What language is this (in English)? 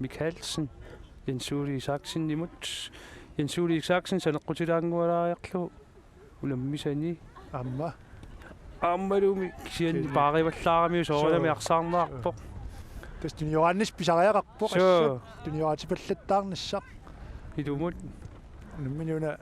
Kalaallisut